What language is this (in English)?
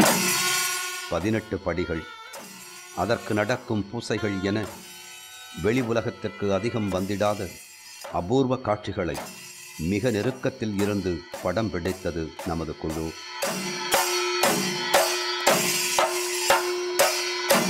Tamil